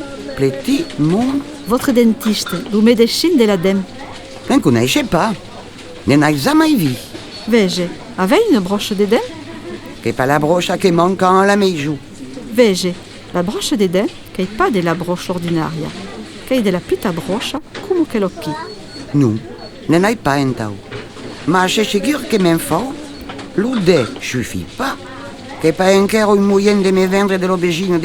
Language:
Occitan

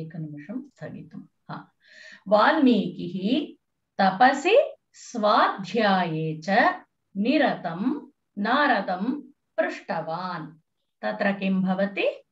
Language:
Sanskrit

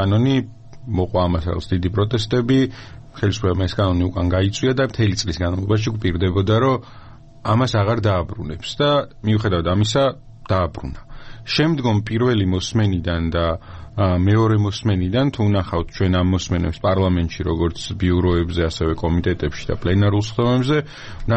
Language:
Georgian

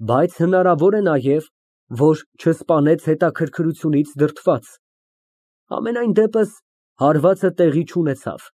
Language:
Armenian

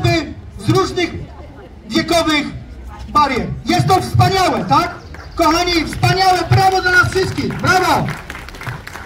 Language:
Polish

